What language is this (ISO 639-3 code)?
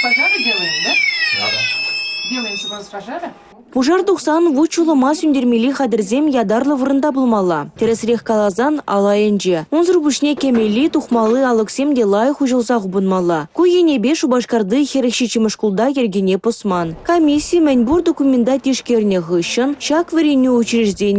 chv